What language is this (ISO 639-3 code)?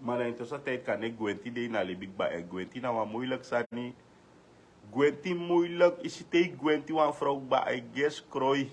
srn